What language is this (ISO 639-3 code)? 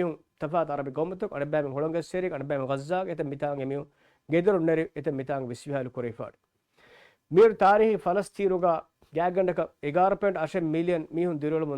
div